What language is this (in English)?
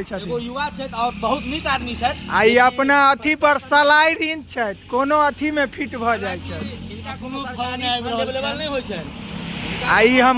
Maithili